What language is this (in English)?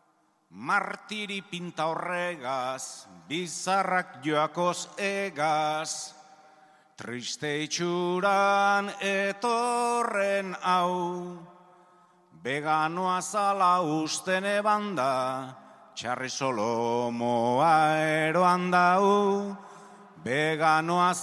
Basque